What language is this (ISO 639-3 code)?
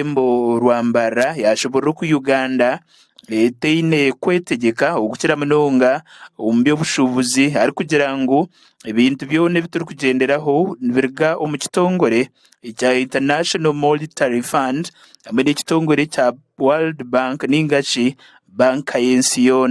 nyn